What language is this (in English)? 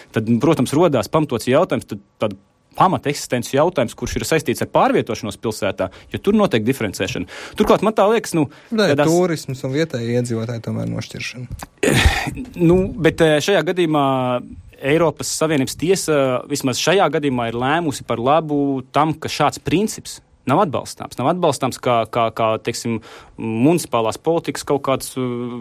Latvian